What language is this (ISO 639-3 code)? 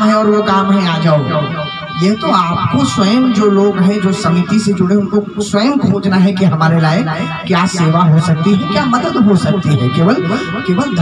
hin